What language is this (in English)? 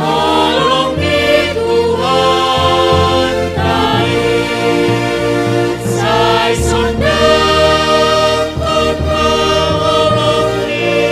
Batak Simalungun